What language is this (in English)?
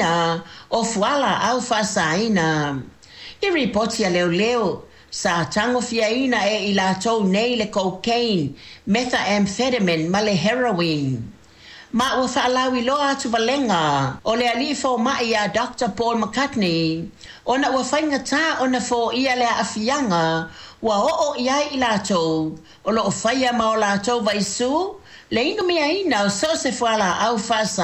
Samoan